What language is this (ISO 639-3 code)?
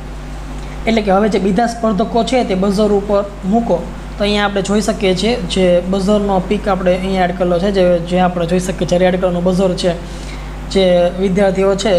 guj